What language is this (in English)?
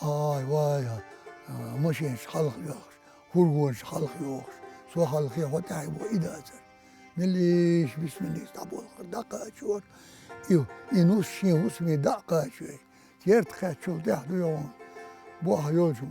Chechen